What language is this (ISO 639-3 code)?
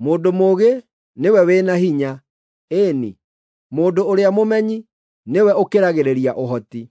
kik